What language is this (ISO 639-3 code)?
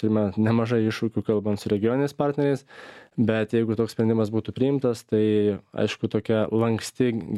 lit